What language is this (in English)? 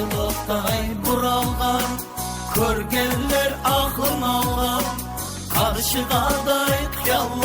Kara-Kalpak